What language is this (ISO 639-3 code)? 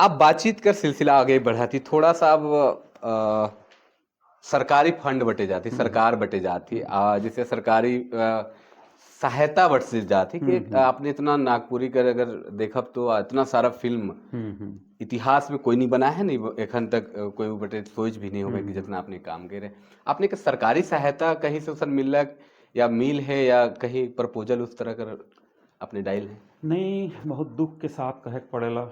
sck